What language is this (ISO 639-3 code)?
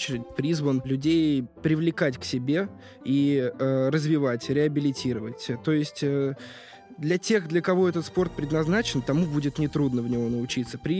rus